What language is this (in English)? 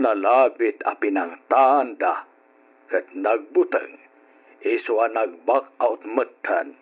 Iloko